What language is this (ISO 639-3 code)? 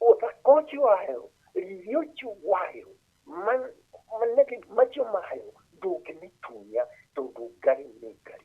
kik